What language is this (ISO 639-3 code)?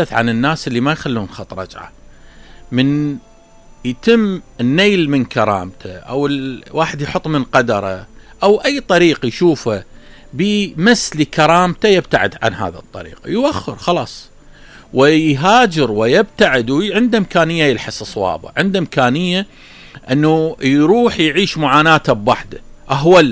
acm